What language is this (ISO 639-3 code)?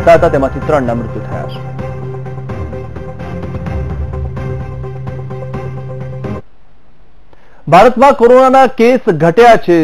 guj